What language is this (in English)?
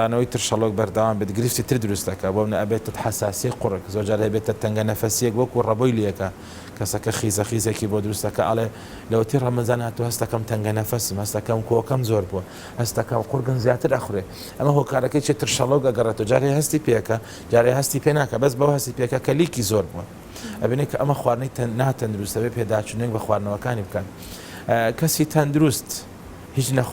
Central Kurdish